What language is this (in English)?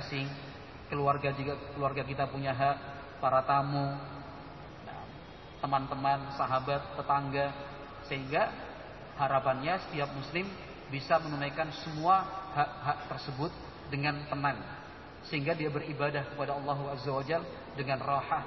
Indonesian